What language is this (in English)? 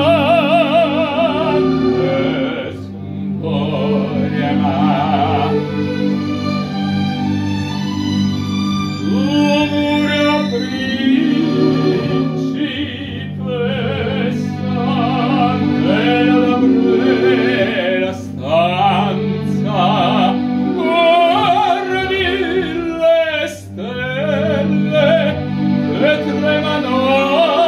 Italian